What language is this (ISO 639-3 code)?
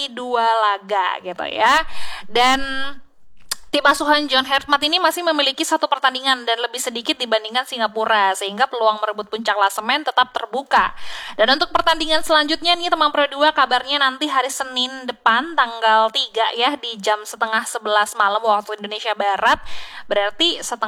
ind